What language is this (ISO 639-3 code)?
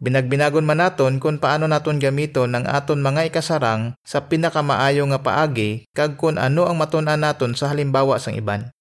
hil